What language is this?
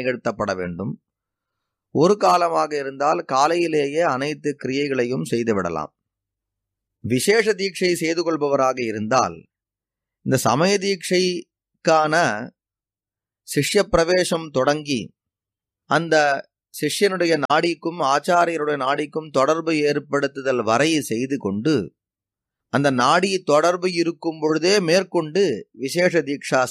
Tamil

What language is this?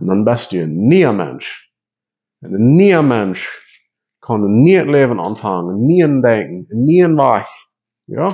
Plautdietsch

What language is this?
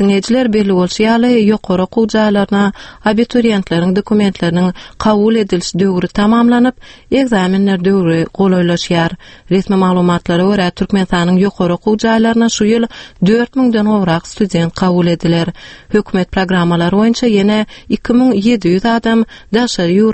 Turkmen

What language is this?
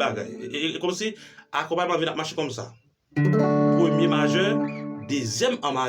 Haitian Creole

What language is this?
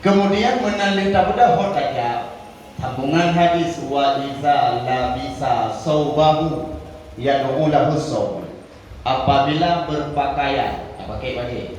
Achinese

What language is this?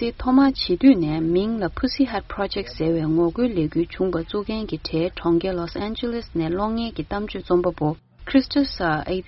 Tibetan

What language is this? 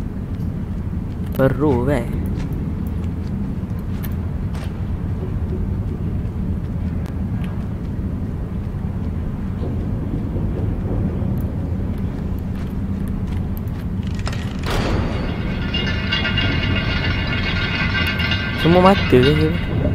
Malay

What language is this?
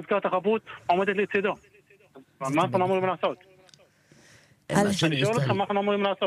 Hebrew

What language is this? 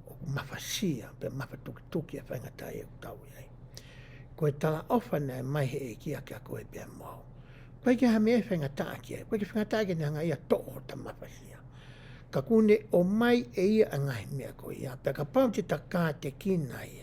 Tongan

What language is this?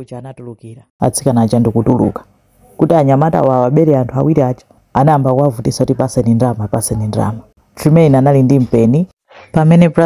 Nyanja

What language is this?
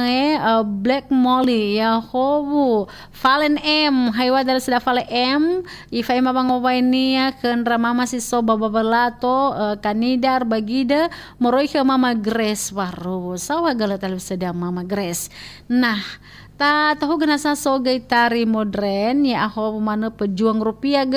Nias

